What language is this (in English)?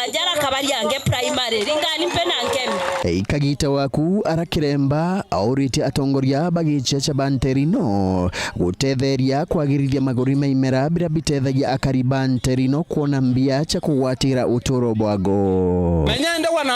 Meru